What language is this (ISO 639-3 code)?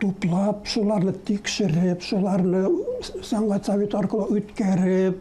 tat